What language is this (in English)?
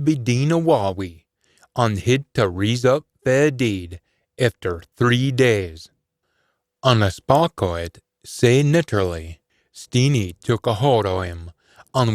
Scots